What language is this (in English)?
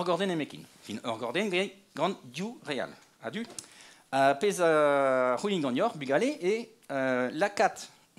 Breton